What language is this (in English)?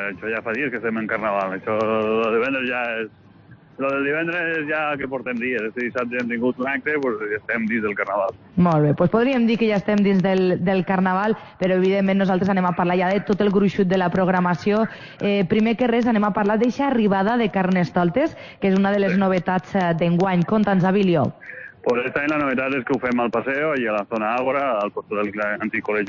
Catalan